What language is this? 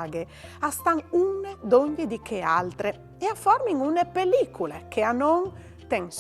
Friulian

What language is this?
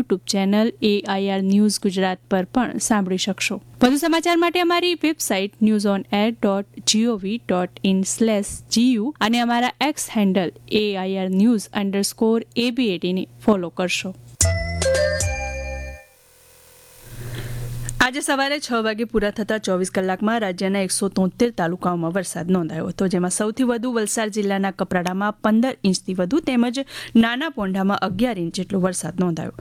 Gujarati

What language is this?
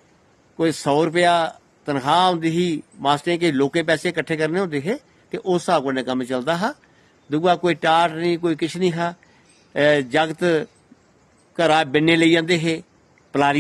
Dogri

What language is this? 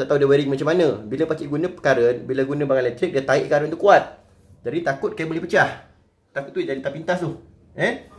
Malay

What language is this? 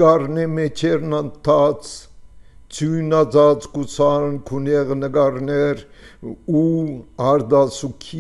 Armenian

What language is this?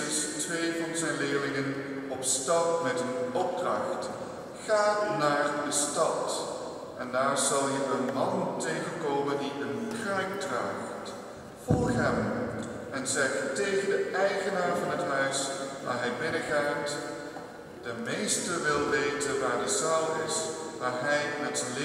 Dutch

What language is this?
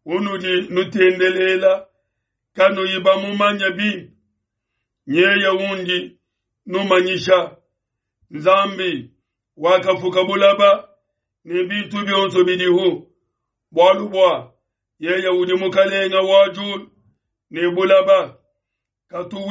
Luba-Lulua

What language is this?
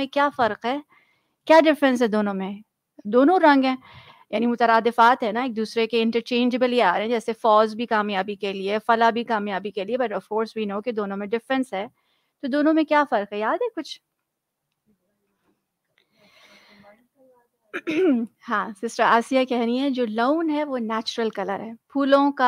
Urdu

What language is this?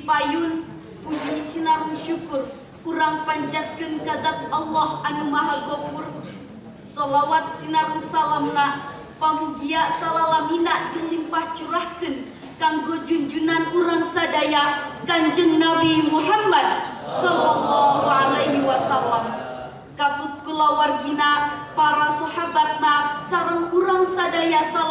Sundanese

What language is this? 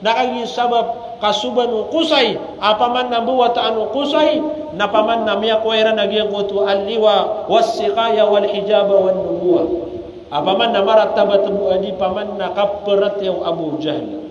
Maranao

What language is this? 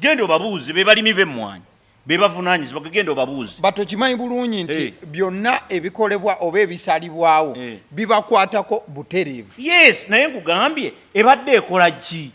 Ganda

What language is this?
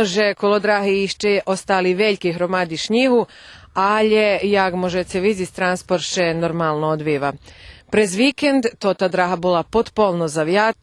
Rusyn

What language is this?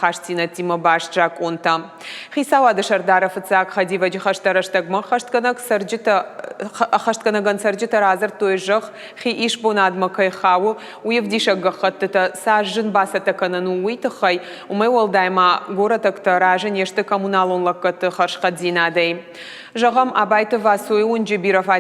Ossetic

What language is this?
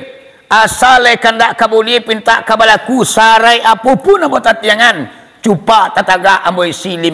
Minangkabau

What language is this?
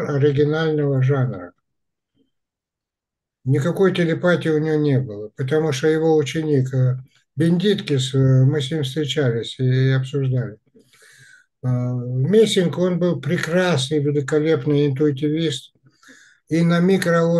Russian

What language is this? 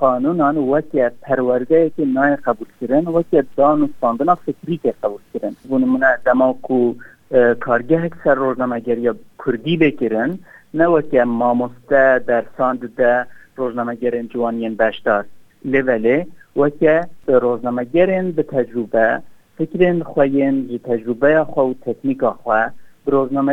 Kurdish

